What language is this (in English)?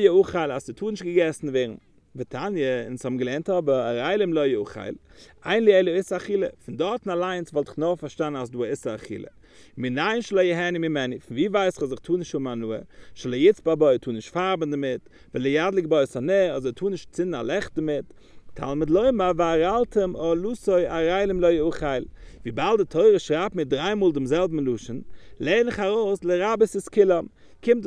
Yiddish